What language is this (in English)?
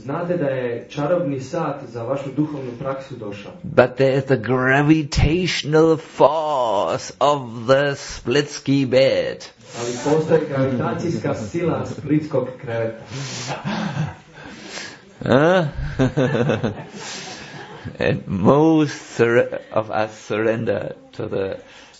Croatian